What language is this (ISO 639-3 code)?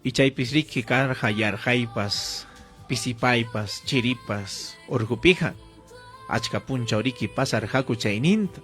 quy